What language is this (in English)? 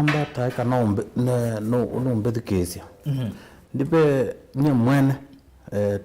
Kamba